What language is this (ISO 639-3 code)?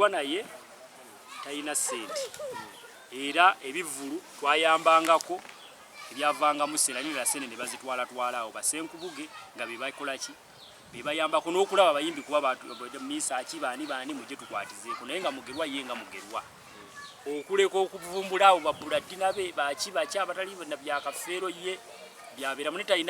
lug